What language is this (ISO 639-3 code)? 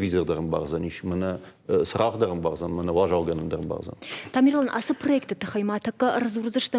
oss